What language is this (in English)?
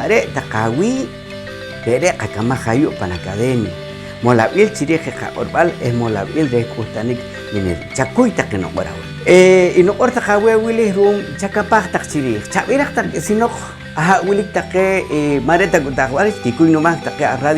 Poqomchi'